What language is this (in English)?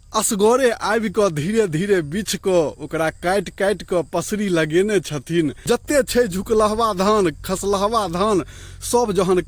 Maithili